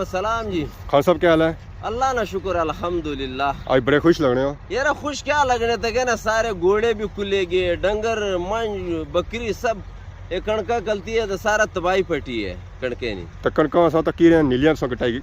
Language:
Pahari-Potwari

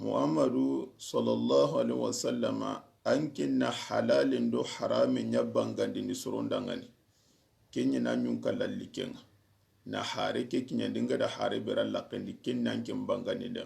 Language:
Soninke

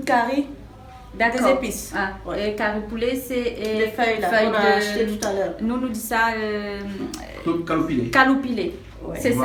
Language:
Réunion Creole French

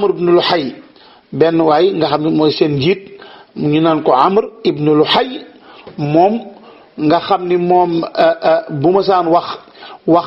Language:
Wolof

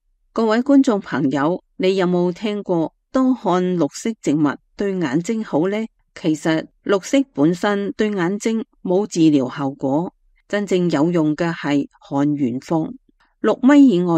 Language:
Cantonese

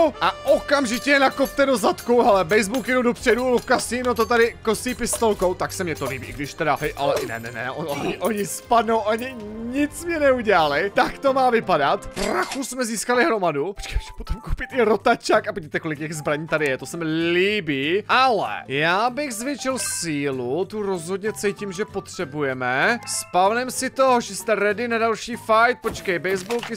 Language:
Czech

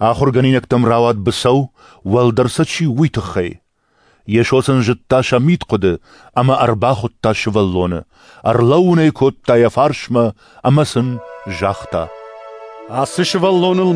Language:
Ossetic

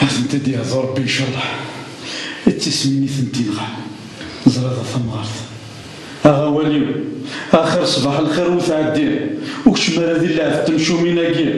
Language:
Kabyle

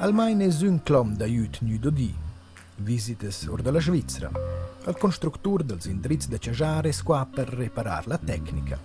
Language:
Romansh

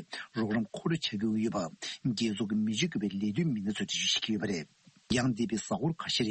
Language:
Tibetan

